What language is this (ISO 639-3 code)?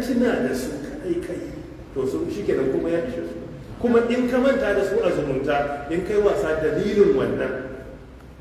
hau